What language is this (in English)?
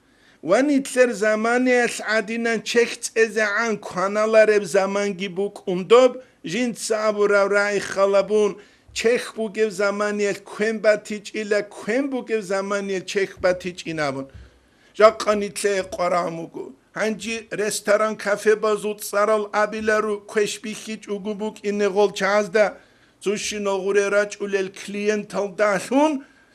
Avaric